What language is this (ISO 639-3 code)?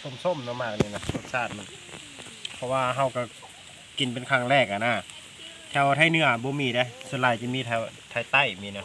lao